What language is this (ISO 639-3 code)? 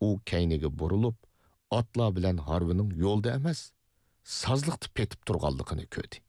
uig